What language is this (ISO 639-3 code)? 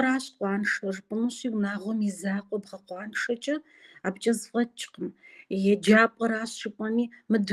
kbd